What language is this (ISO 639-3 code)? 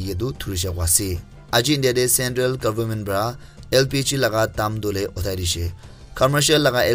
nag